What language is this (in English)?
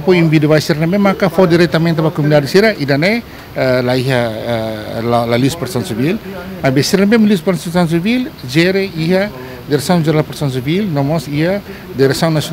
Tetum